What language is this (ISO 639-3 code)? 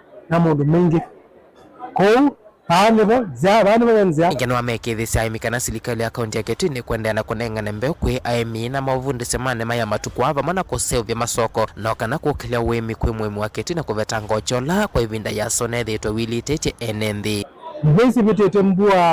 kam